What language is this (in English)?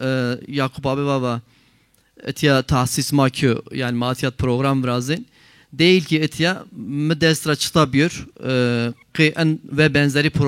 Zaza